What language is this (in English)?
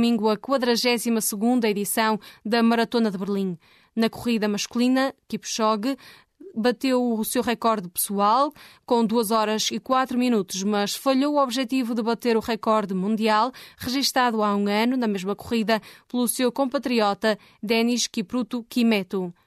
Portuguese